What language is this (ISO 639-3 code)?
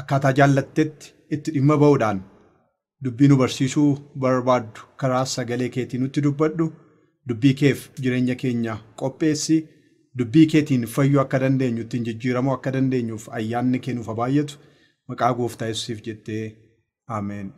orm